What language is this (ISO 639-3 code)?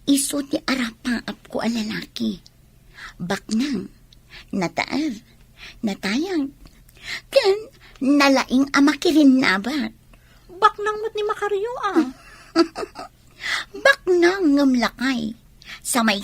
ilo